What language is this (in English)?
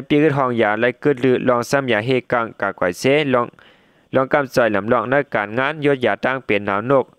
Shan